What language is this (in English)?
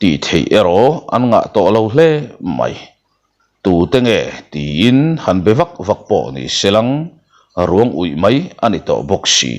Mizo